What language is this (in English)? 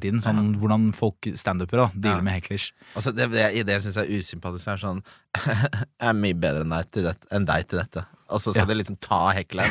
Norwegian